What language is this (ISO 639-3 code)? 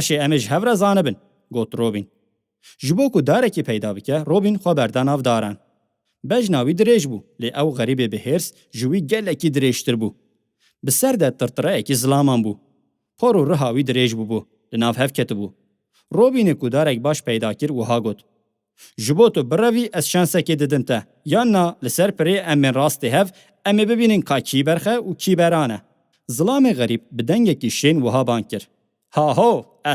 kur